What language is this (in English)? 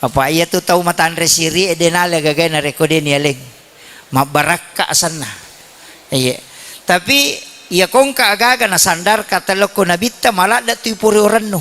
Buginese